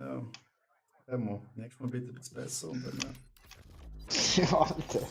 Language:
Swiss German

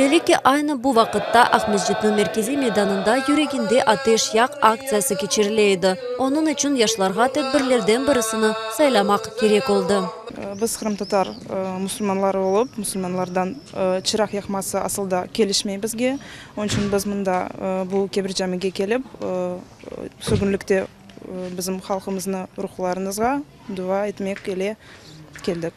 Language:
Crimean Tatar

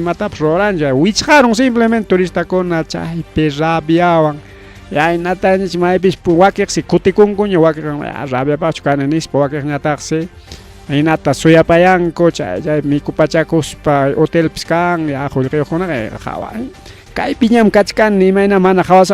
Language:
Ayacucho Quechua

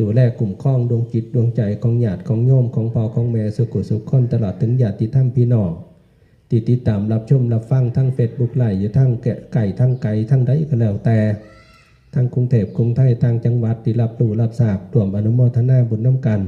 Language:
Northeastern Thai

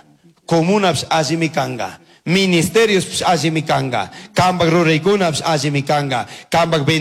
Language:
Chimborazo Highland Quichua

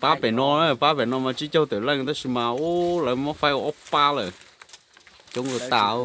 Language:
Hmong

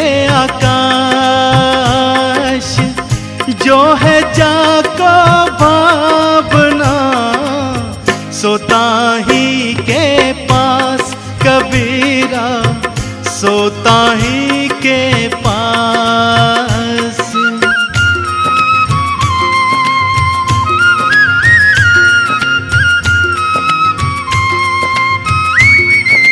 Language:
Hindi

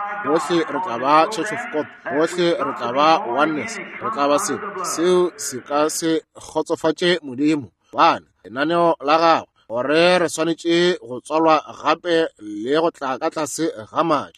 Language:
Northern Sotho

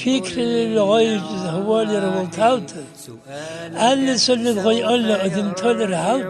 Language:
Dargwa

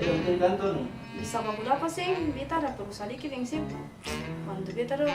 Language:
Ambonese Malay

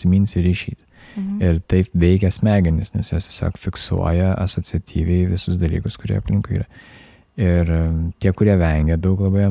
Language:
Lithuanian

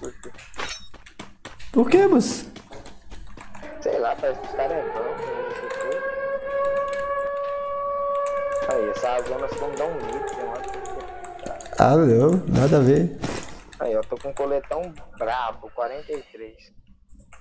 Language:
Portuguese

